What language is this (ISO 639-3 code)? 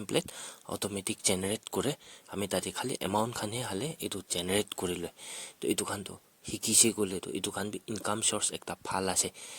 nag